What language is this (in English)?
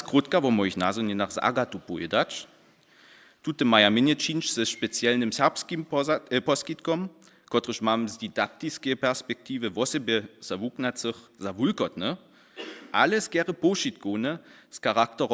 Upper Sorbian